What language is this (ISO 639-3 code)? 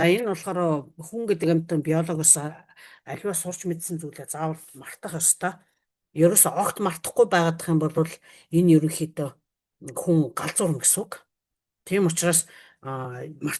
mon